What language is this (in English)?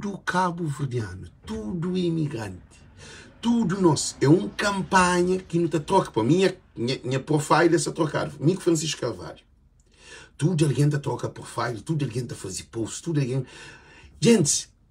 Kabuverdianu